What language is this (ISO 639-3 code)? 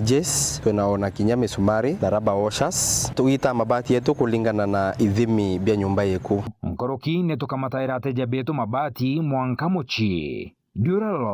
mer